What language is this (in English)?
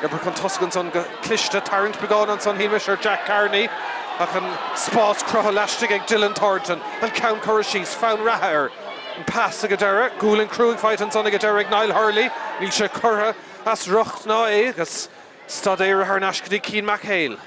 Irish